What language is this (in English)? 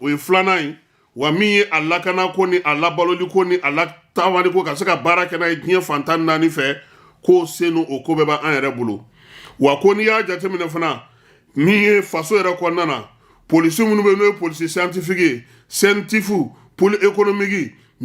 Bambara